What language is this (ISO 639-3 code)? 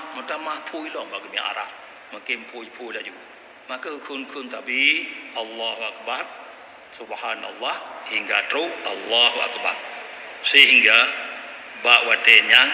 ace